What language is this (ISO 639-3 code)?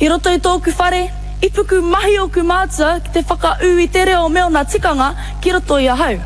mri